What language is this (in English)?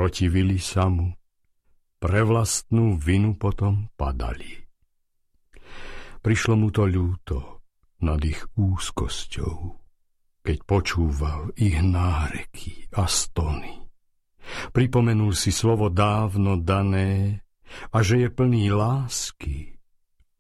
Slovak